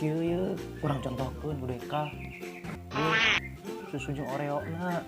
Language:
Sundanese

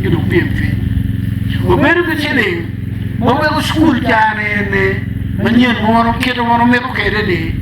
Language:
Acoli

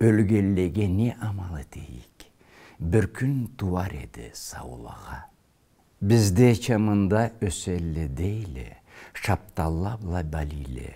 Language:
Karachay-Balkar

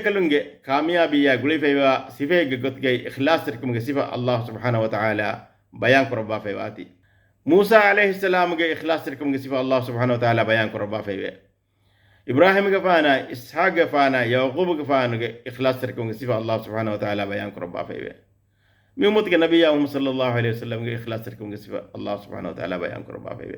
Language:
Divehi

